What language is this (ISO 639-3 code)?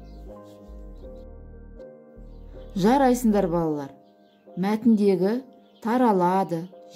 kaz